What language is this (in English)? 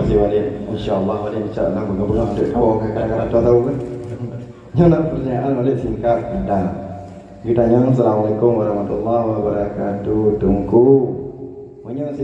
Achinese